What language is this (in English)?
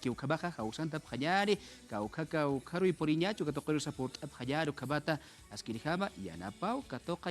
Aymara